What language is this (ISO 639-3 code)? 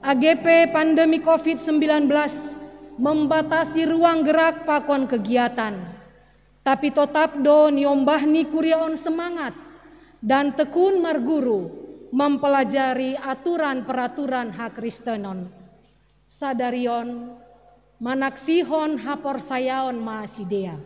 bts